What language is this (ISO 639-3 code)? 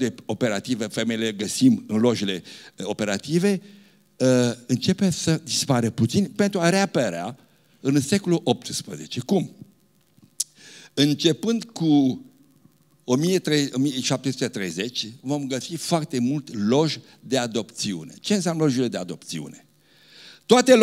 ron